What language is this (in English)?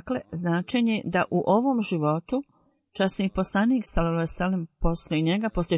Bosnian